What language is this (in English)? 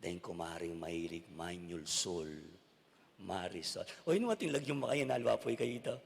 Pampanga